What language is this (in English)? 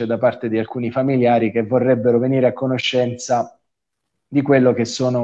Italian